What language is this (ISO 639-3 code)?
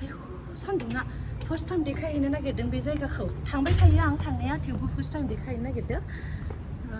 brx